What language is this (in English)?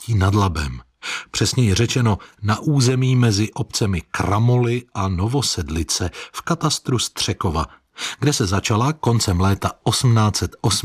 Czech